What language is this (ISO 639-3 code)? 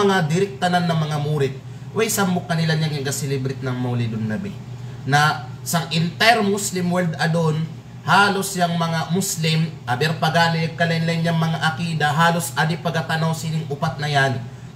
kqe